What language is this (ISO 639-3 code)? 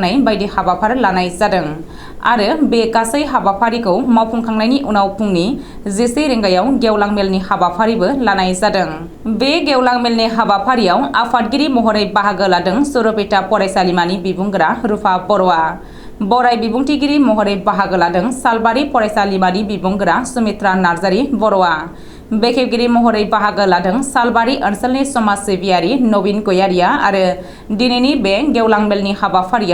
brx